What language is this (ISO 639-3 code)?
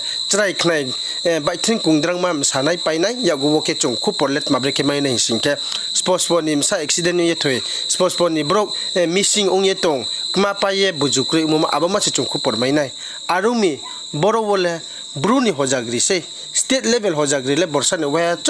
ria